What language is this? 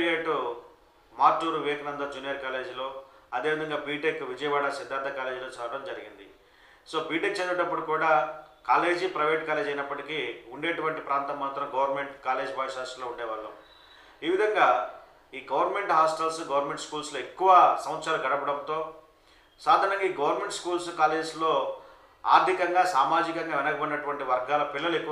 Telugu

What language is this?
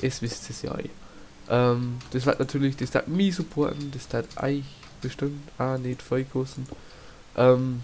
Bavarian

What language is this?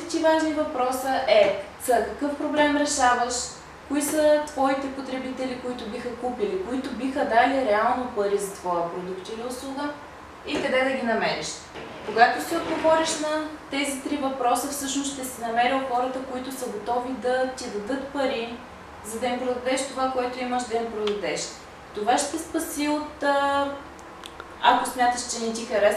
Bulgarian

